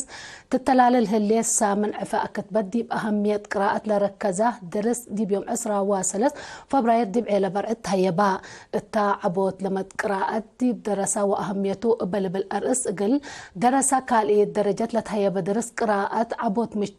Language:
Tigre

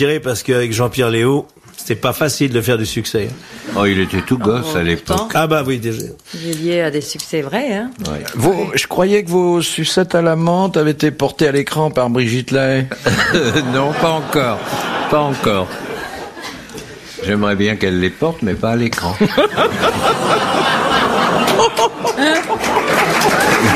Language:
French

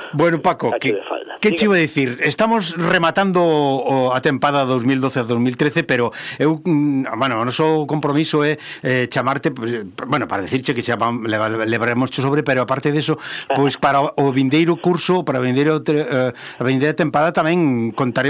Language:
Galician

